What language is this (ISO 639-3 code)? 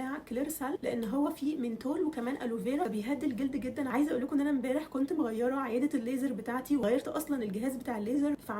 arz